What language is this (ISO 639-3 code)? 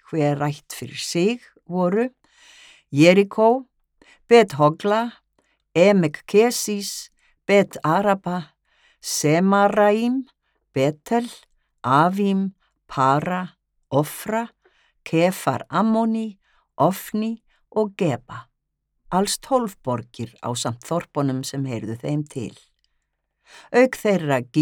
isl